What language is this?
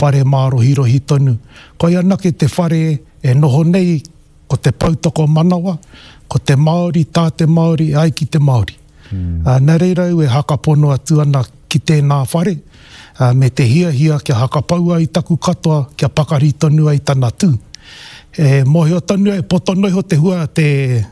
Māori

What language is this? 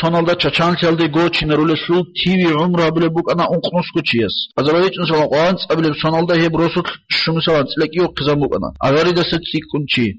Avaric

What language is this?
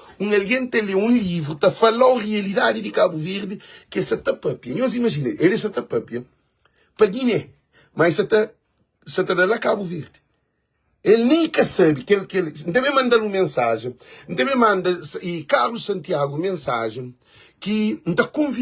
Kabuverdianu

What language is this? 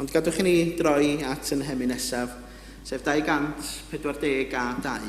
Welsh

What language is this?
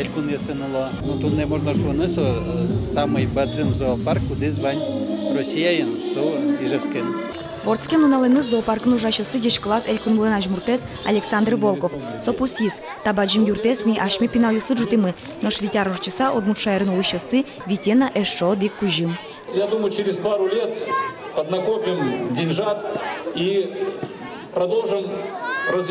Udmurt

